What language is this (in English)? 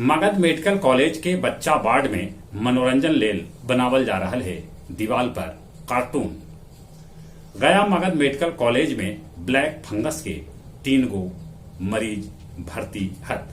Magahi